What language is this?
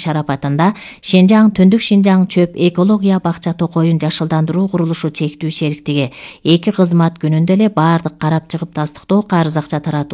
Kyrgyz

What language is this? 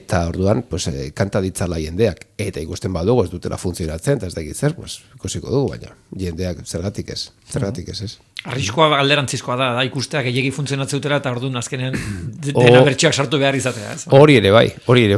Basque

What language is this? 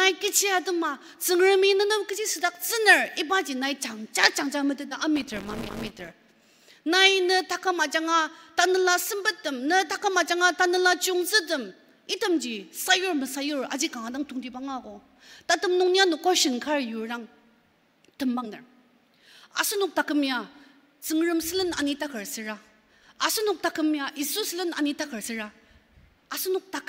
Ao Naga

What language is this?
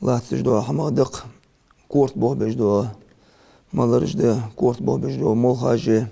Ingush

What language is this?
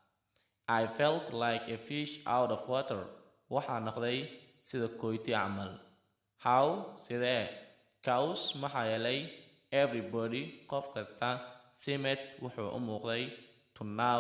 Somali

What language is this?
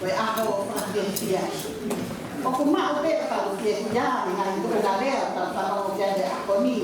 Tongan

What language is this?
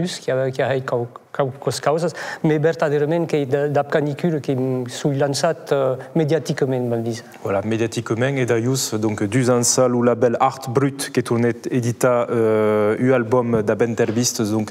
Occitan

